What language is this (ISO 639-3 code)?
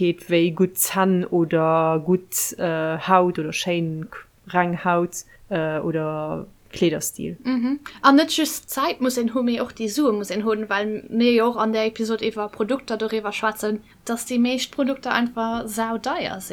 ltz